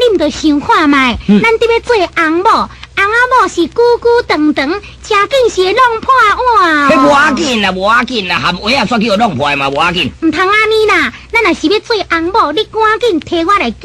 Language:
Min Nan Chinese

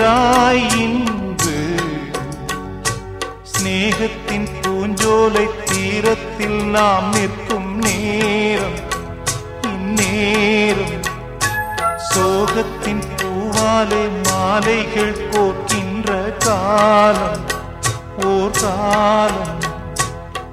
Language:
Tamil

